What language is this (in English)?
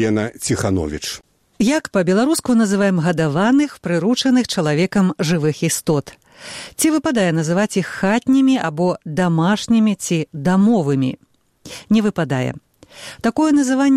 Belarusian